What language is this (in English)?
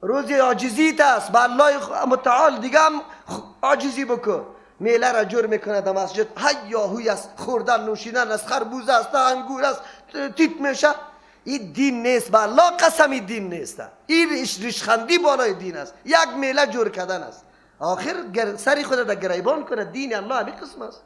Persian